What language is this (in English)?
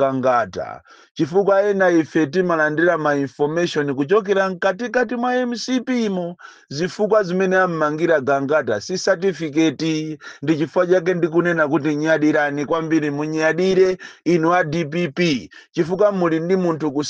Nyanja